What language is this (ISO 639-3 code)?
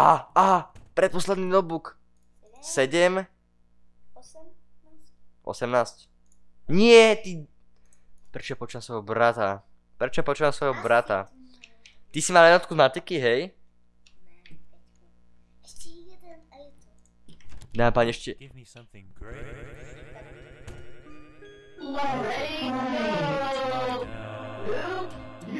slk